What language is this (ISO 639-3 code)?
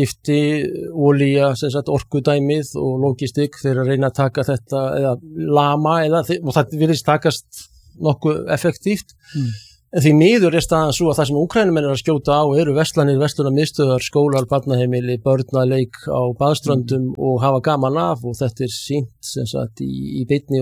isl